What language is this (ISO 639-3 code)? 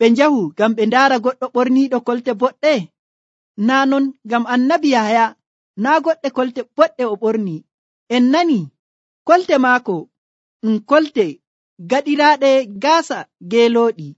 fuv